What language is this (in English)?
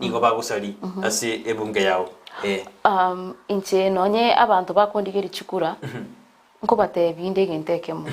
Gusii